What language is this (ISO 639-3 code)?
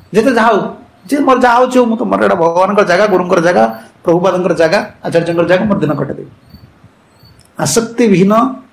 ori